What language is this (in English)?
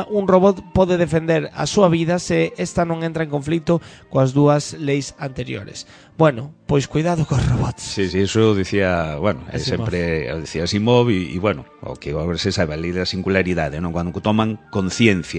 Galician